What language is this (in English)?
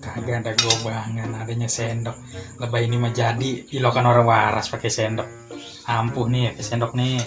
Betawi